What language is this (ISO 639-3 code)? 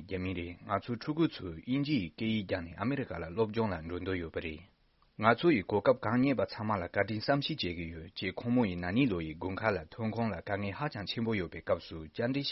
bod